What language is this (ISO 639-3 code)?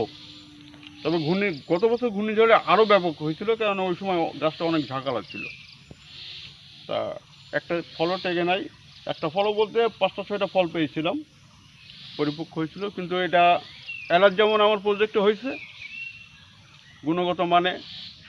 ben